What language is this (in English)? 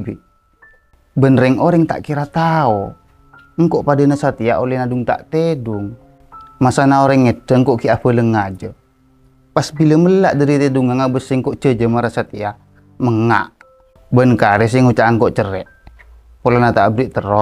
Madurese